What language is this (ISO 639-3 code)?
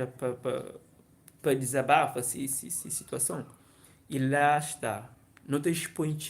kea